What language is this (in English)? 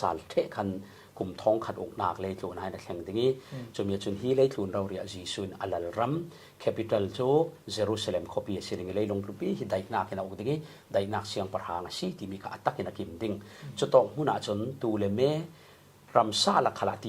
Falam Chin